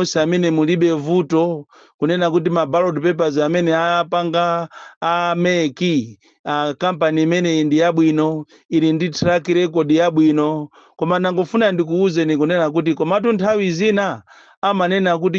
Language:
Nyanja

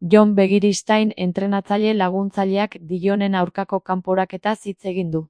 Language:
Basque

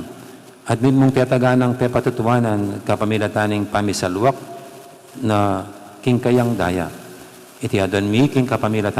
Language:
Pampanga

